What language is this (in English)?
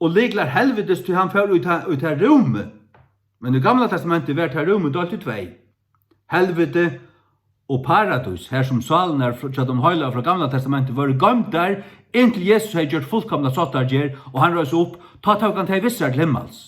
Faroese